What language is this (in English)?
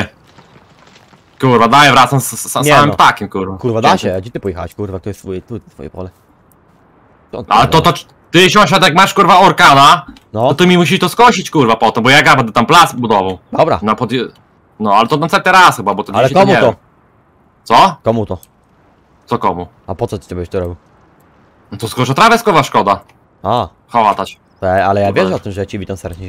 Polish